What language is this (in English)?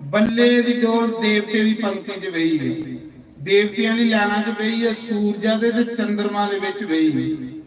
Dogri